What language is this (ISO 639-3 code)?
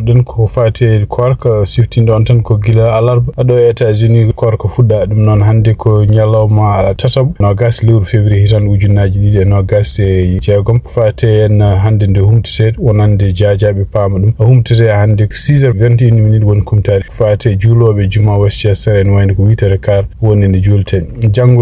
ful